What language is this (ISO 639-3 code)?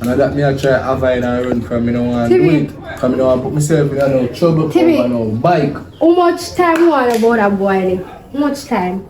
jam